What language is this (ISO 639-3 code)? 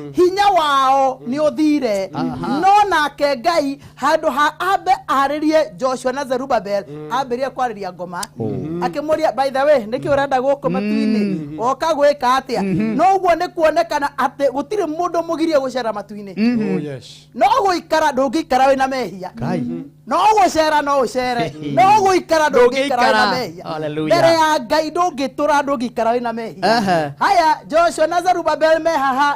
kik